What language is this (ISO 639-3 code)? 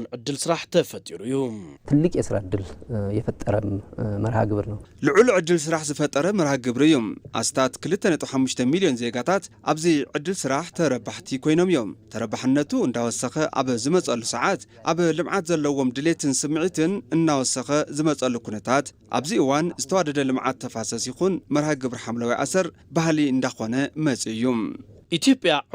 tir